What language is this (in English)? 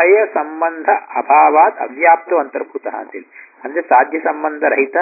Kannada